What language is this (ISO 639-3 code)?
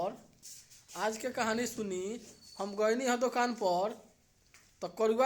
bho